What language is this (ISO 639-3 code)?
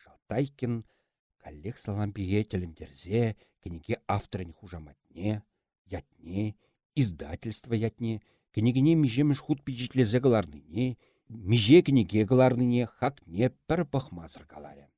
chv